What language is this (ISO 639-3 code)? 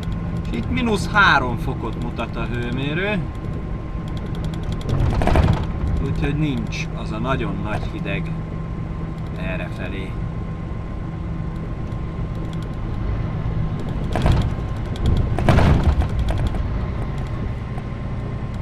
hun